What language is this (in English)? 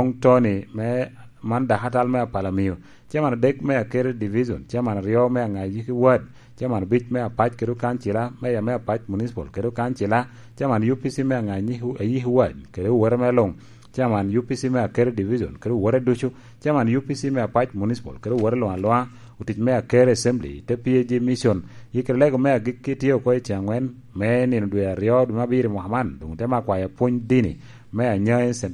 Lango (Uganda)